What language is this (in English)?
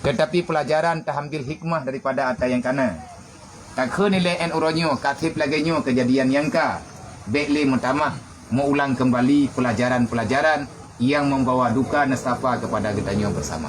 Achinese